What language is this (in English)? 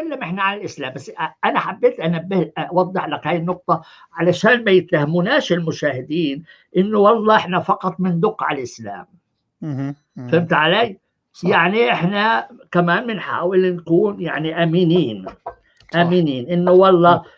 North Levantine Arabic